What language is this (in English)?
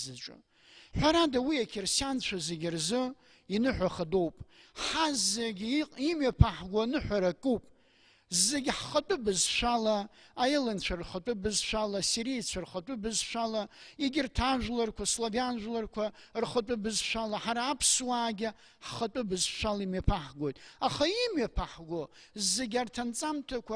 Abkhazian